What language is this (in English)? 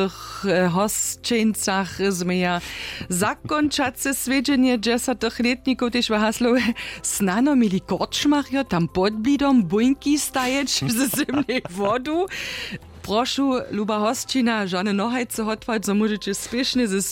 Upper Sorbian